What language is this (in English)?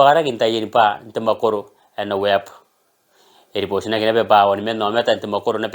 Gilbertese